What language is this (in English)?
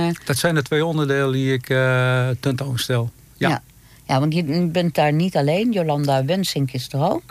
Dutch